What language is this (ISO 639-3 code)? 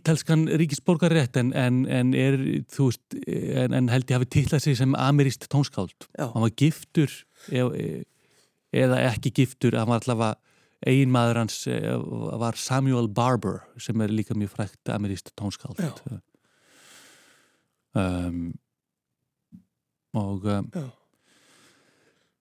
isl